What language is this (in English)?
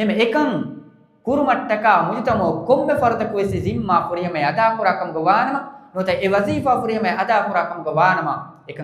Divehi